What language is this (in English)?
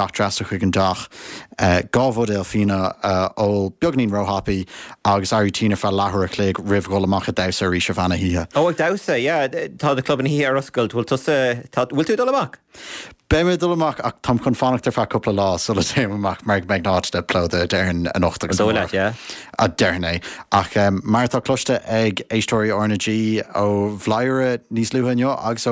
Irish